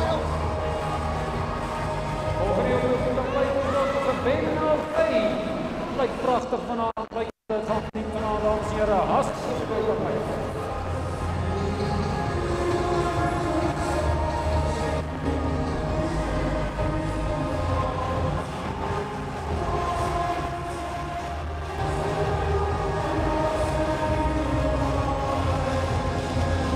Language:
Afrikaans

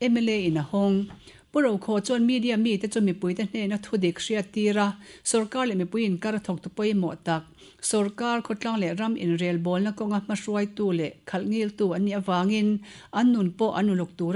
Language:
Mizo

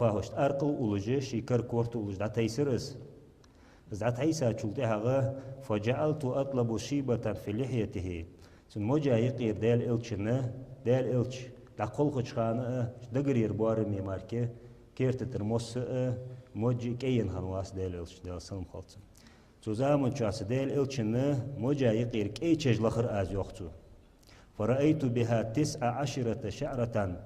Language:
Ingush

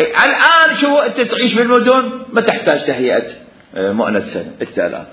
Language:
Mesopotamian Arabic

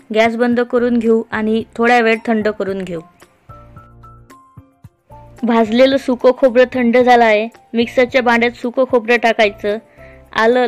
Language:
Marathi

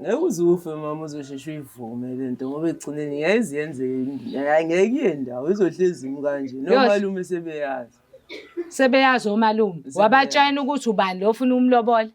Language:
Zulu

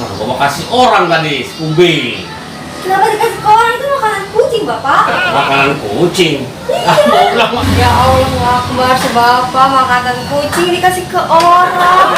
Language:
Betawi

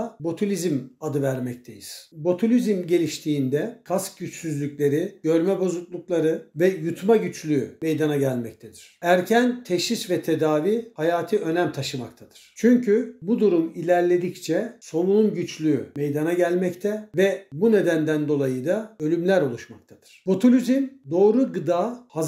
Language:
Turkish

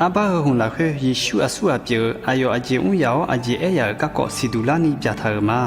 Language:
Akha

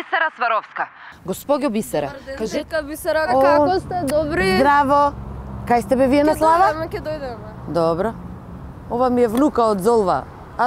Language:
Macedonian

